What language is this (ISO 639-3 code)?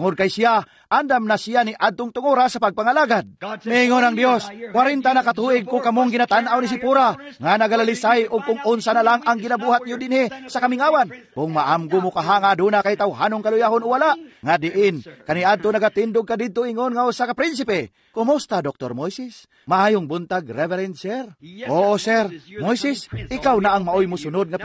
ceb